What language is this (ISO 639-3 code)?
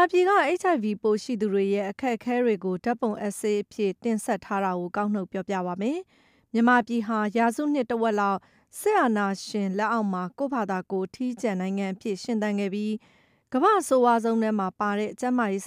mya